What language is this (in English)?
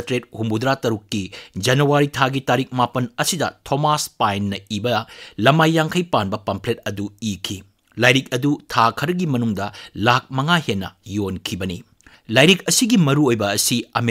Manipuri